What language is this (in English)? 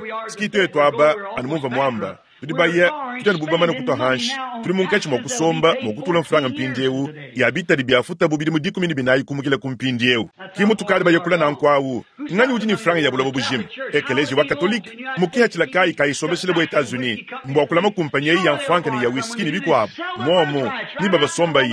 Luba-Lulua